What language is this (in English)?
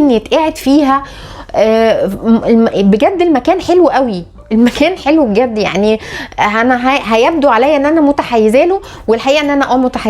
Egyptian Arabic